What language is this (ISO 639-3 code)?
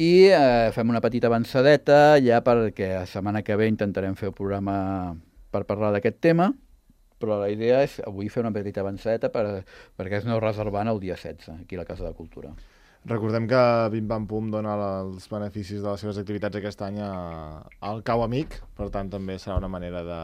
cat